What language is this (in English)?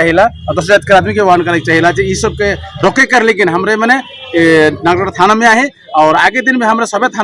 Sadri